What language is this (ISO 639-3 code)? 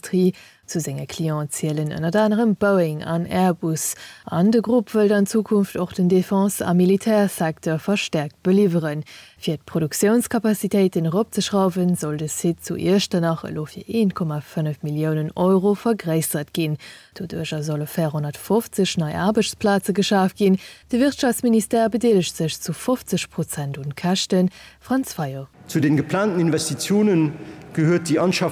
ltz